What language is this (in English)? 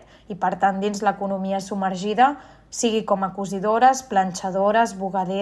Catalan